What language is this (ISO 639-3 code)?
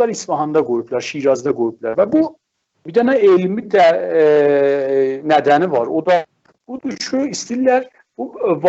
azb